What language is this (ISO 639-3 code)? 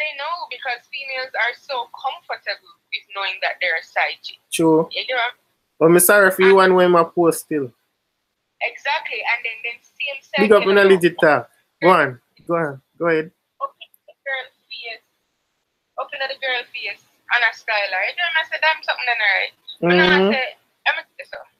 jam